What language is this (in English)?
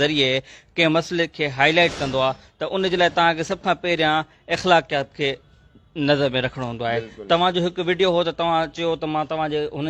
Sindhi